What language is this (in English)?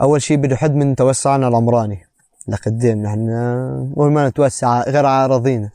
North Levantine Arabic